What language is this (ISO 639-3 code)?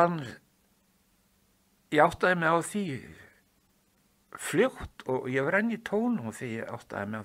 isl